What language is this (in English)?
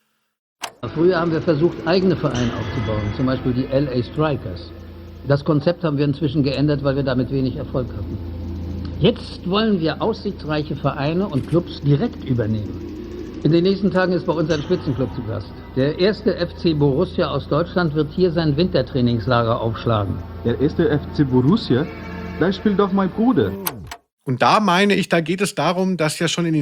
German